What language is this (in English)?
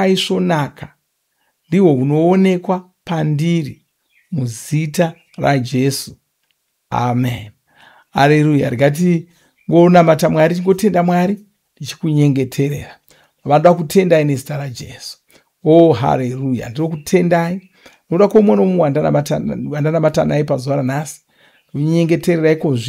Shona